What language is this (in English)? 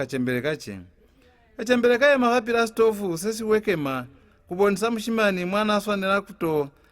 Lozi